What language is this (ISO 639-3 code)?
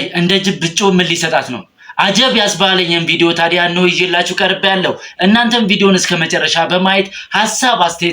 amh